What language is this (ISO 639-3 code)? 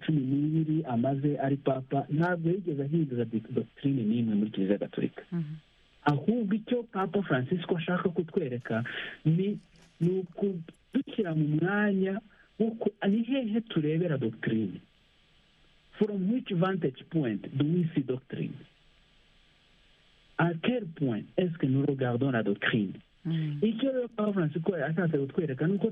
kin